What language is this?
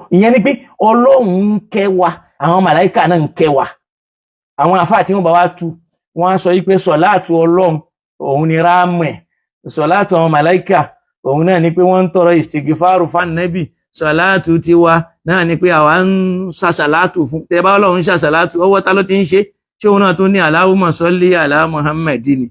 Yoruba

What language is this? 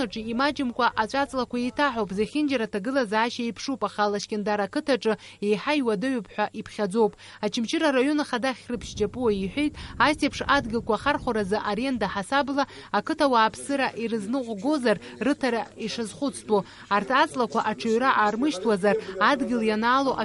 Abkhazian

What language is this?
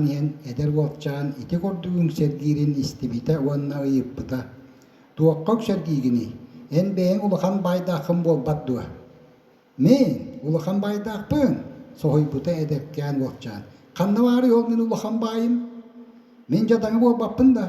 Yakut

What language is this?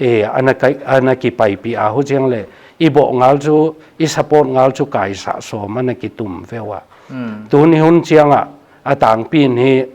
Paite Chin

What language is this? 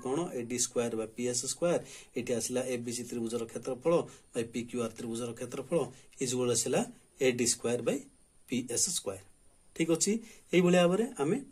Odia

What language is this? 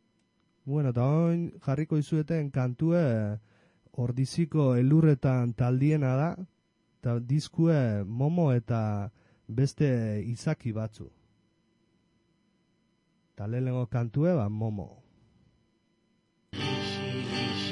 Basque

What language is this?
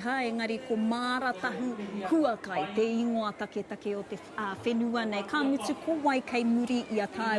Māori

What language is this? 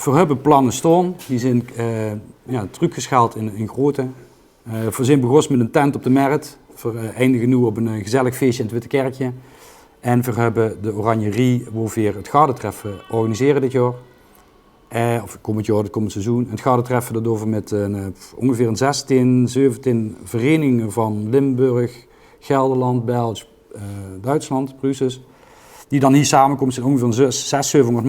Limburgish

